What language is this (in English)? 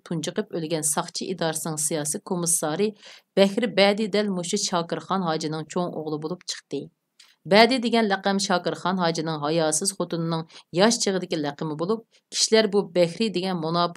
Uyghur